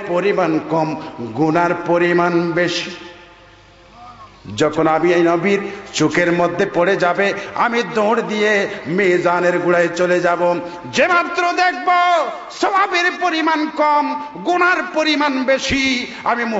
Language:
Bangla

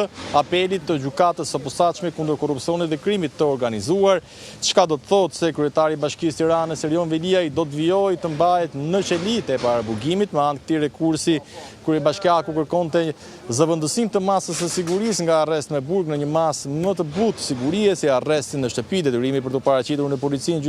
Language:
Albanian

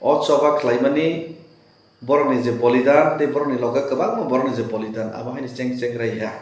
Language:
Kok Borok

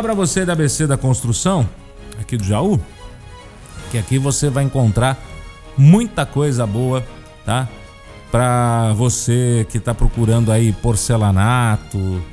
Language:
Portuguese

